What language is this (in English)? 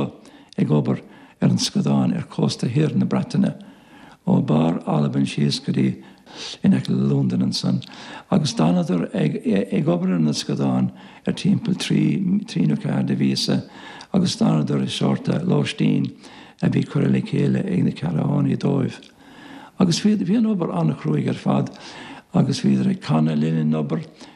Irish